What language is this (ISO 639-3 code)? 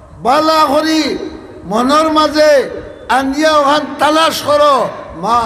syl